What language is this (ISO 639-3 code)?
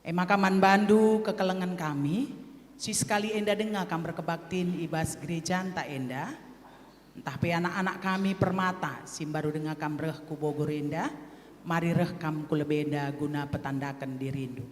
btx